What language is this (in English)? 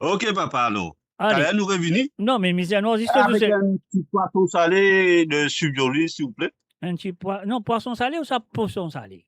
Morisyen